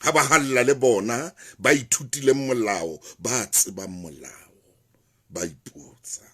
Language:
Southern Sotho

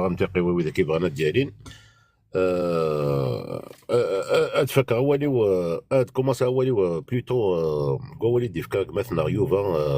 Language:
Kabyle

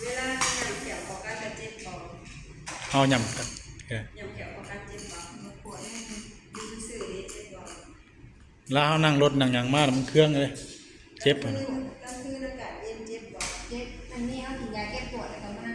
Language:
Northeastern Thai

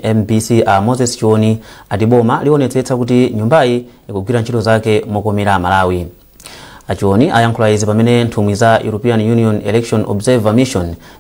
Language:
Nyanja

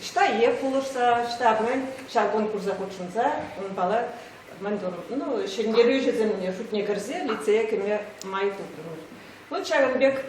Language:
Chuvash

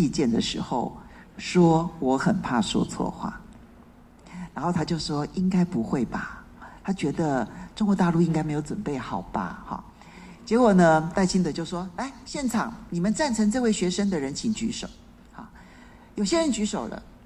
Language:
Chinese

